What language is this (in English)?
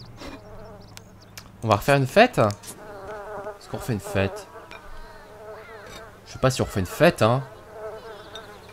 French